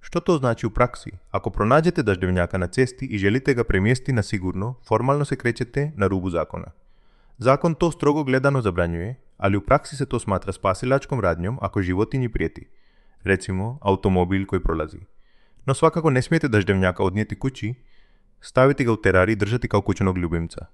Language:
Croatian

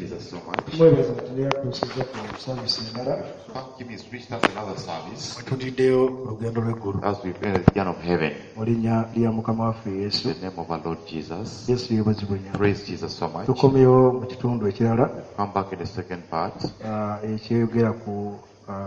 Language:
Ganda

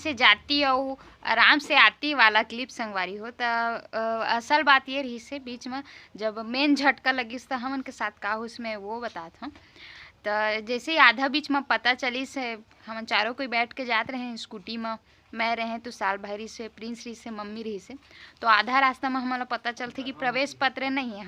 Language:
Chhattisgarhi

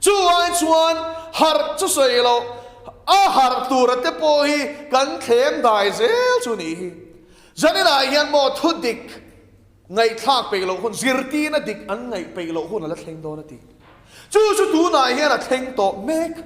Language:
Mizo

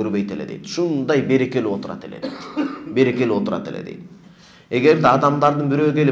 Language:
Kyrgyz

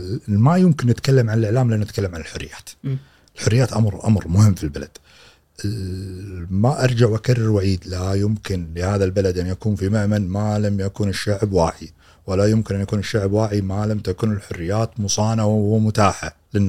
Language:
Gulf Arabic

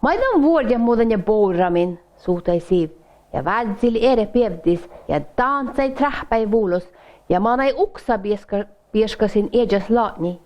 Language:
Northern Sami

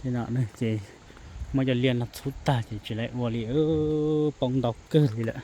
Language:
Hmong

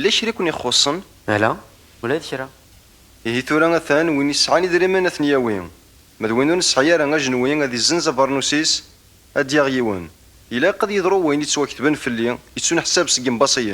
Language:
Kabyle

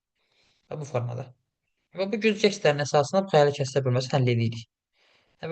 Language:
Azerbaijani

